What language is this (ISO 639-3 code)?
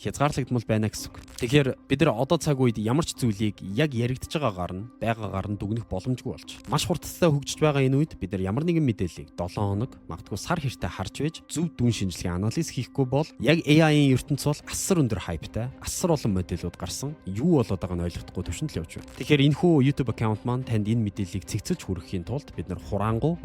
mon